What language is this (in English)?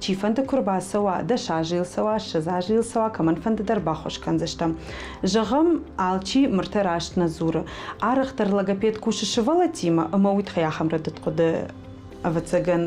Ossetic